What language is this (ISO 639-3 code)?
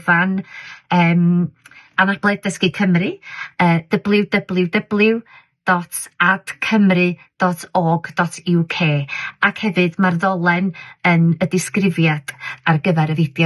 cym